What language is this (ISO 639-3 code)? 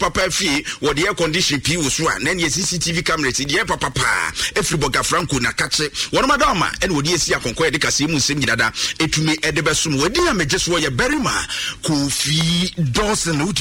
aka